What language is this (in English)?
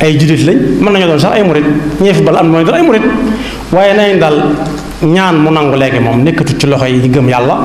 Wolof